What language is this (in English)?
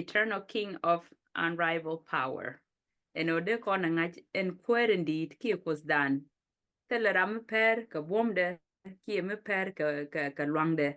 Nuer